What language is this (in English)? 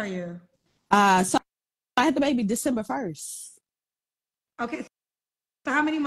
English